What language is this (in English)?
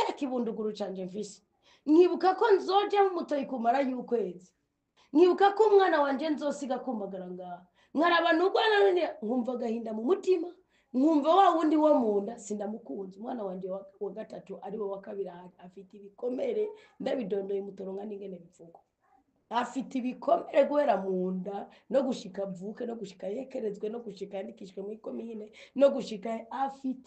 Rundi